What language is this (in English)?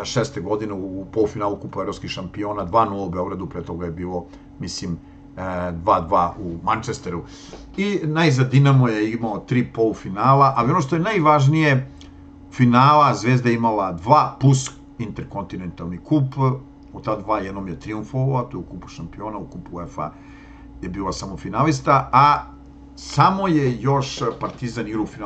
Serbian